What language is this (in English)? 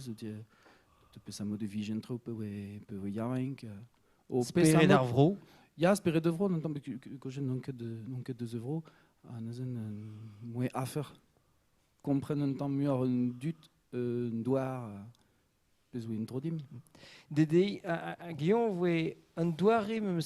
Breton